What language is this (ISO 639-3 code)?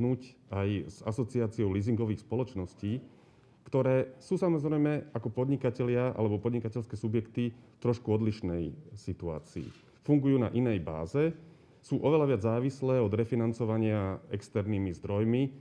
slk